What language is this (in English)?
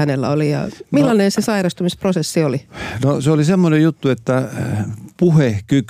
Finnish